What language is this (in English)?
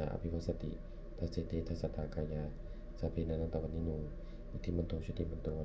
Pali